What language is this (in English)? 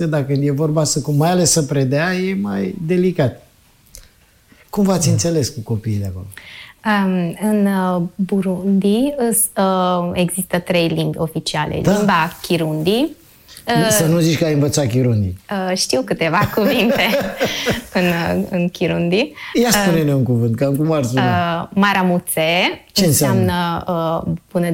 Romanian